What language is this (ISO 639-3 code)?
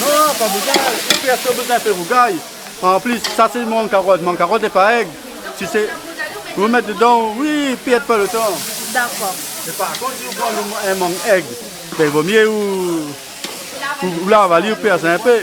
rcf